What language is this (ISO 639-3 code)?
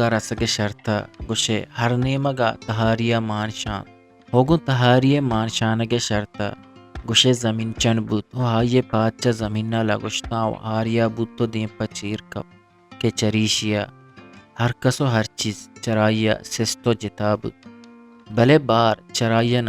bgp